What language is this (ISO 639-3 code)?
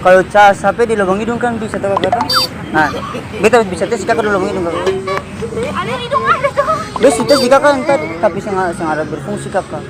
abs